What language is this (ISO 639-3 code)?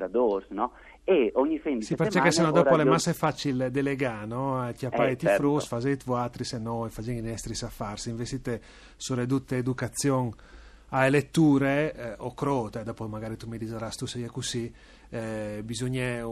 fur